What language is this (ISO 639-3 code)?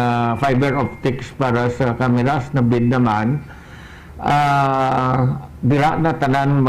hil